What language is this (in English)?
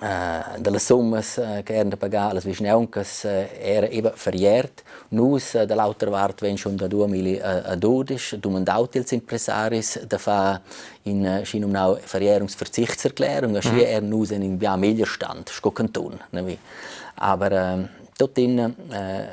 Romansh